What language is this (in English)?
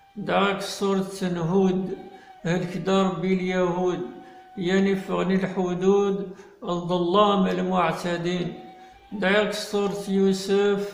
Kabyle